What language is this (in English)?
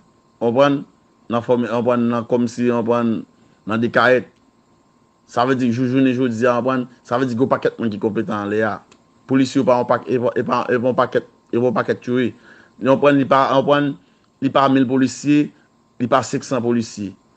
Haitian Creole